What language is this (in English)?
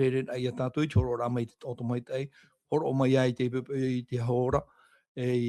Tahitian